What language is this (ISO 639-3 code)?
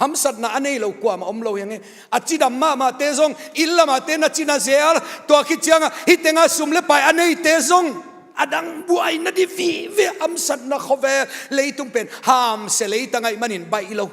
ctd